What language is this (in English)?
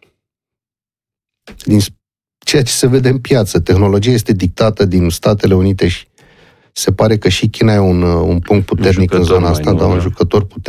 Romanian